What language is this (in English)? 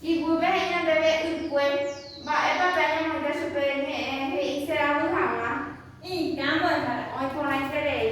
Guarani